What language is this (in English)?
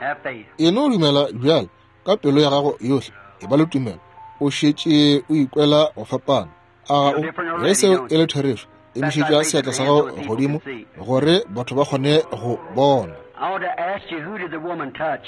Northern Sotho